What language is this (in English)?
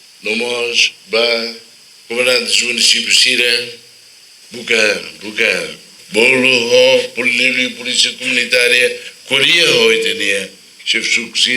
Tetum